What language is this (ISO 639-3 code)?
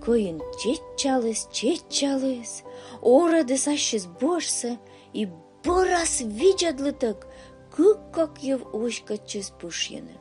kom